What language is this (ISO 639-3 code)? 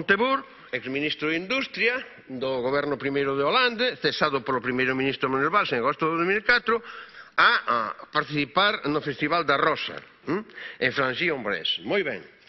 glg